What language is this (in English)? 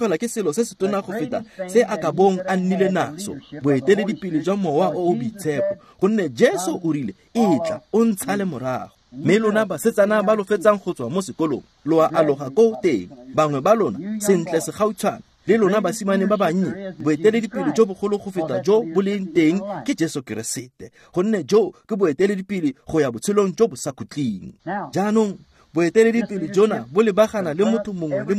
Tswana